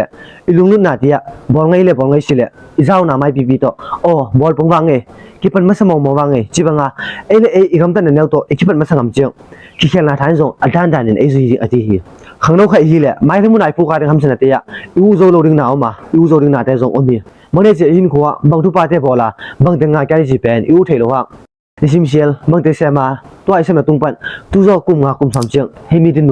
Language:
Tedim Chin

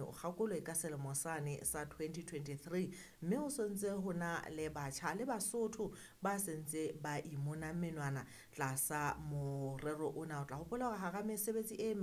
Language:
Southern Sotho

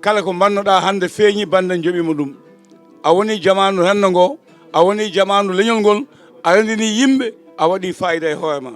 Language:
Fula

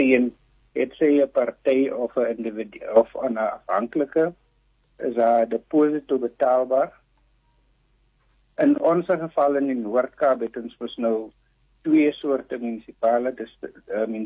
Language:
Afrikaans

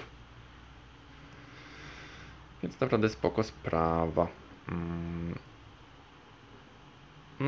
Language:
Polish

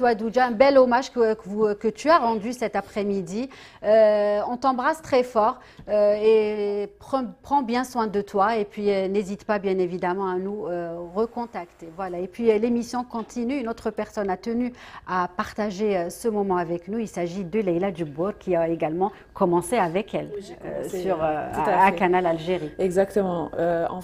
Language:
French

